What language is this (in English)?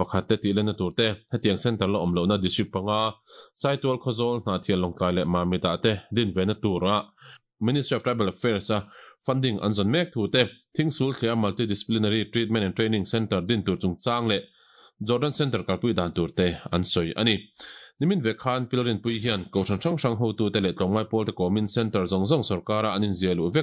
Mizo